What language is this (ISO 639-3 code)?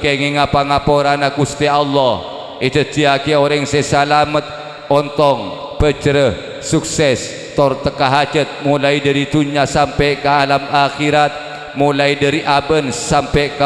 mad